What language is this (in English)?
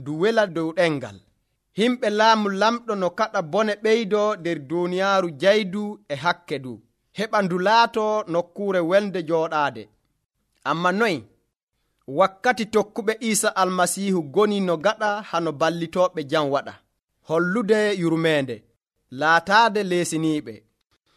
Nigerian Fulfulde